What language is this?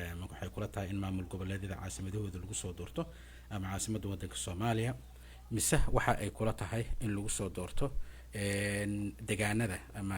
Somali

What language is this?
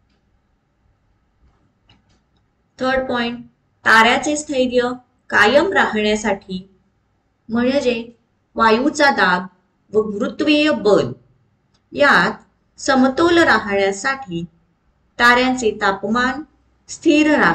Marathi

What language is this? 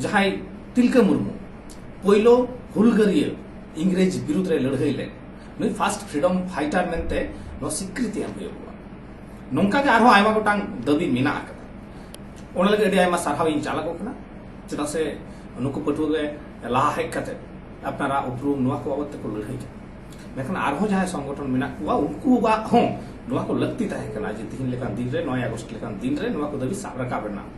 Santali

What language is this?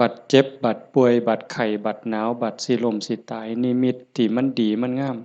Northeastern Thai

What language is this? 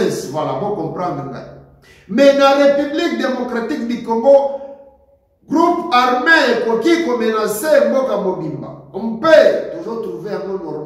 Lingala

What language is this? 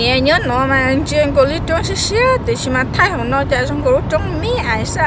Hmong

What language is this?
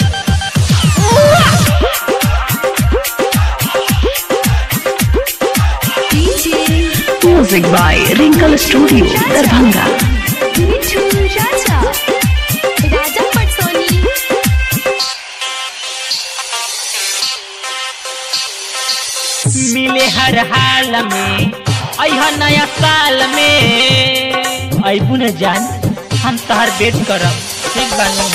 Bhojpuri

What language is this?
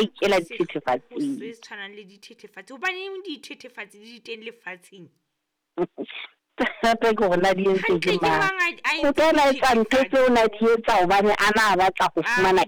Southern Sotho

